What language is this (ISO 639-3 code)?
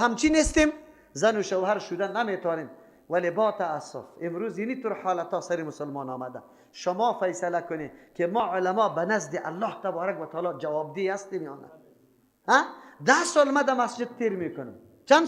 fas